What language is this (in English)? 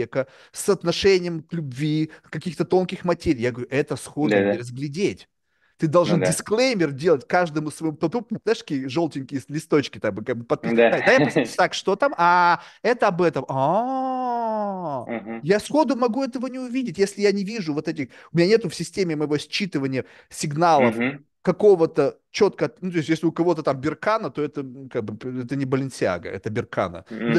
Russian